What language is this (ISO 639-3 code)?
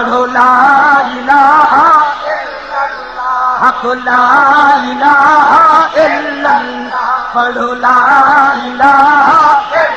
skr